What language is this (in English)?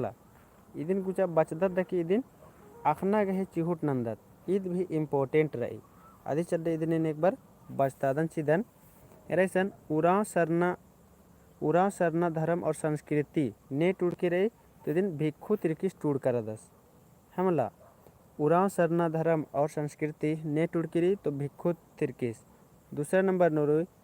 Kurukh